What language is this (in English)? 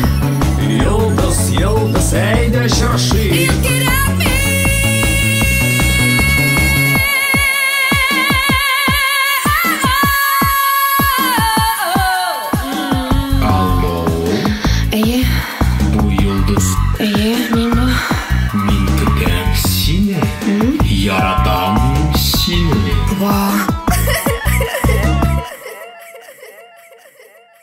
Tatar